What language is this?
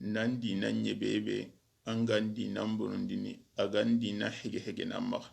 Soninke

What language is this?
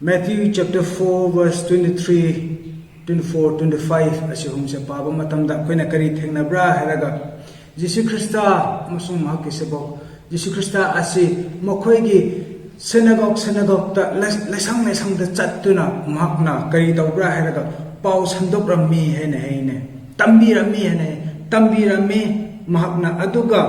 Manipuri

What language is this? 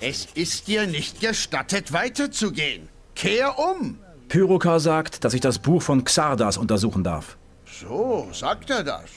Bavarian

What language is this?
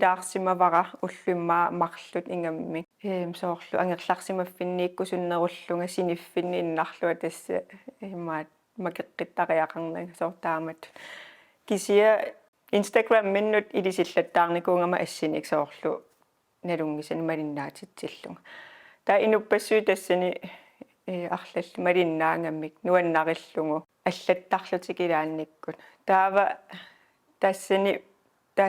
Kalaallisut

